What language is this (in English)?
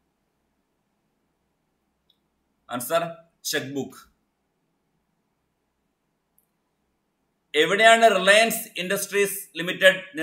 Malayalam